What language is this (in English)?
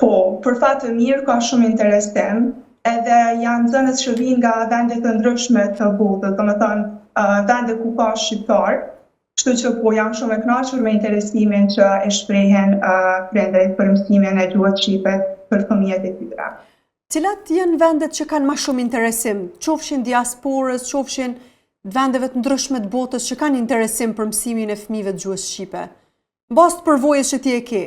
Albanian